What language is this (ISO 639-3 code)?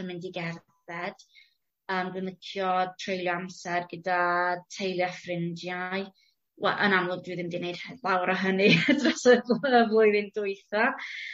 cym